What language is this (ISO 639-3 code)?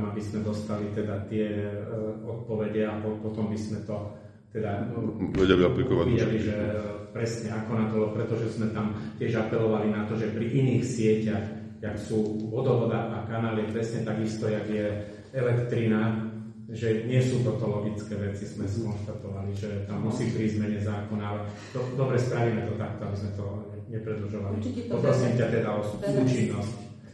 slk